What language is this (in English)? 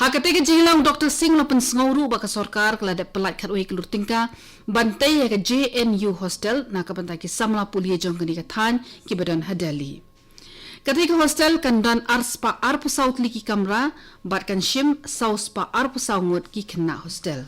Khasi